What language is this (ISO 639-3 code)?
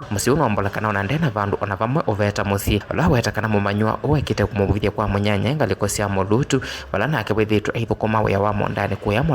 kam